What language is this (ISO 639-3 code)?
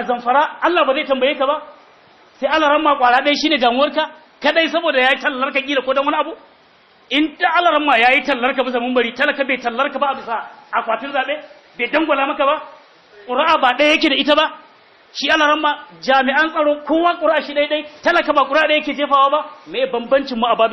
hau